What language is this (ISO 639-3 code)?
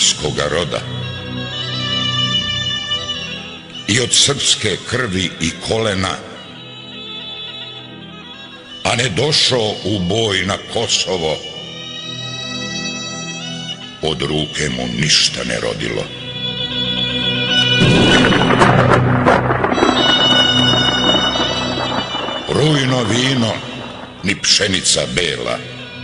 srp